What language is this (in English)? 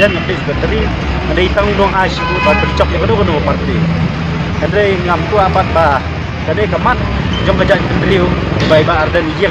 Khasi